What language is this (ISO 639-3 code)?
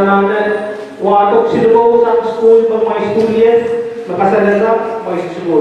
pon